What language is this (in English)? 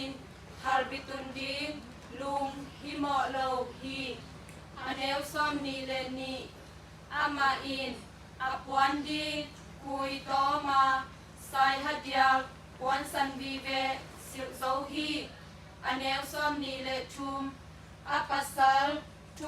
Tedim Chin